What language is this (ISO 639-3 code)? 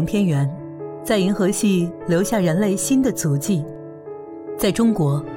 zho